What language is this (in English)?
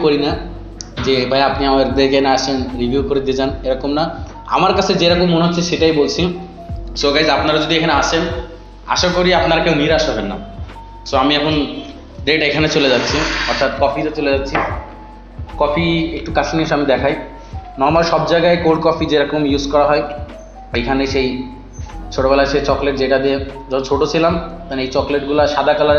Bangla